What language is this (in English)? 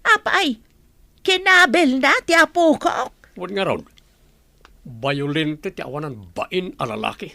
Iloko